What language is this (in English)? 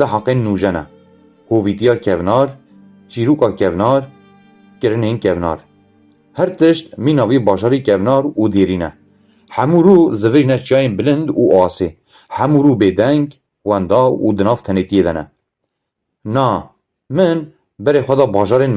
Kurdish